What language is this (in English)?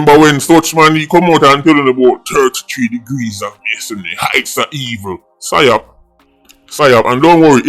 Jamaican Creole English